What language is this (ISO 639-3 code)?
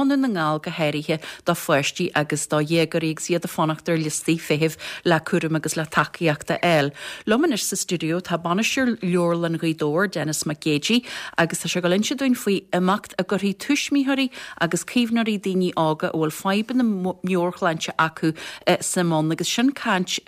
gle